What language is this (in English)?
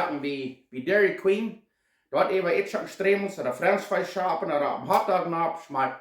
Plautdietsch